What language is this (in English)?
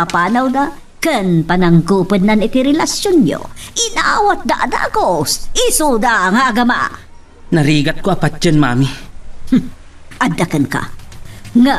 Iloko